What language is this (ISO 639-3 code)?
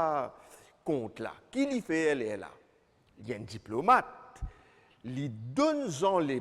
mfe